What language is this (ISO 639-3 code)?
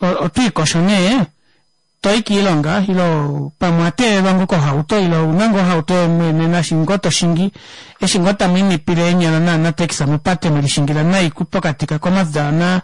kua